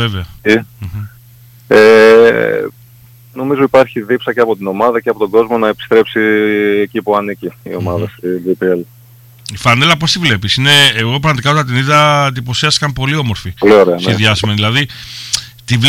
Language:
Greek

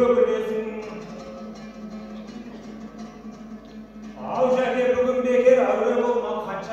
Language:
Kazakh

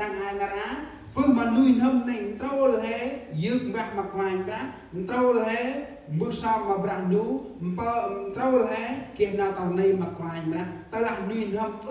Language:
Central Mnong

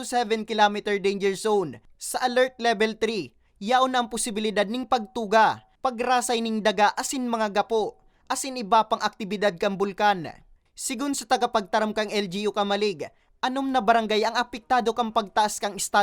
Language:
Bikol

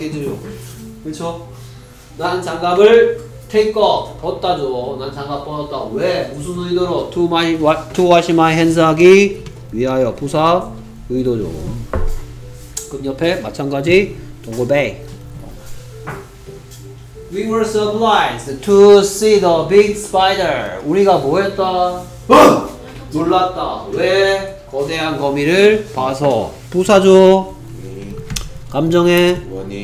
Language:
Korean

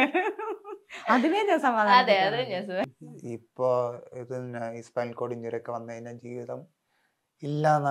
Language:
Malayalam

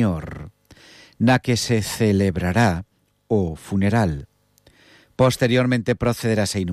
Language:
Galician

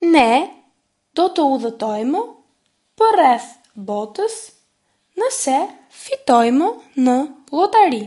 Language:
Albanian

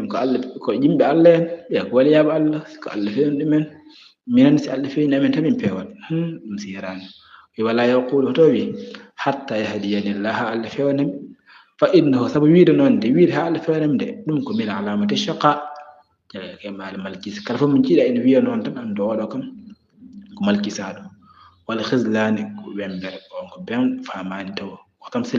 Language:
Fula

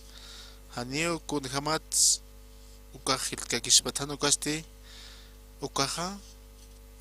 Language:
Aymara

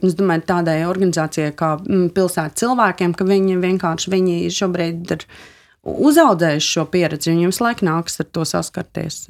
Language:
Latvian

